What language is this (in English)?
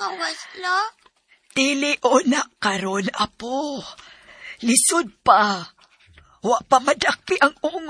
Cebuano